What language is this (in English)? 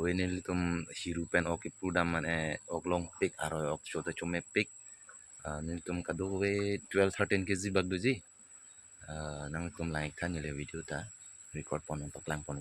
Karbi